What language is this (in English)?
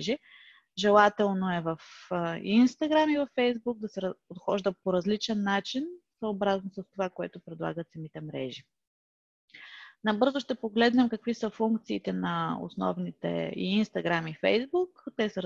Bulgarian